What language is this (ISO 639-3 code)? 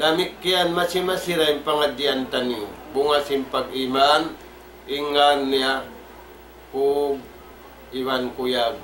tsg